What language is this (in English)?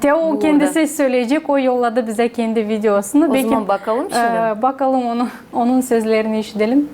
Gagauz